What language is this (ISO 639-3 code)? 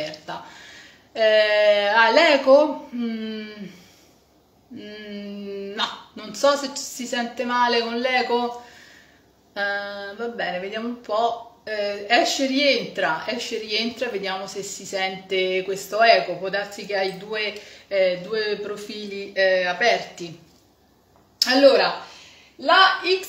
ita